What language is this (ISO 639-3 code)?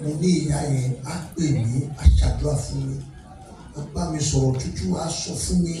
yor